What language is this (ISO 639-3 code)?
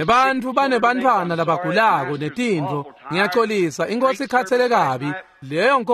ssw